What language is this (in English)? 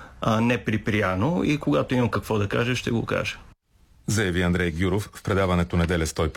Bulgarian